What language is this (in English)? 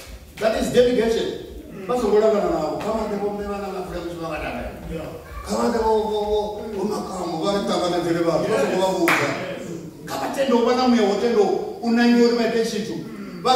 Venda